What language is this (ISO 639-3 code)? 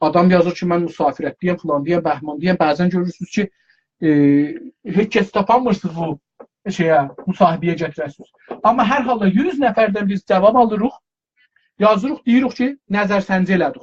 azb